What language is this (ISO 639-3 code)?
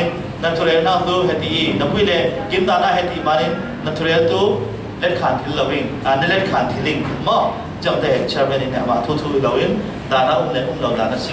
cfm